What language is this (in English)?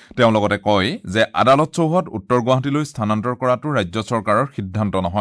Assamese